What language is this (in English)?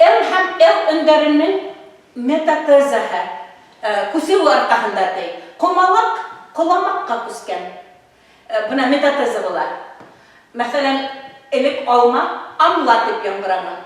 Bashkir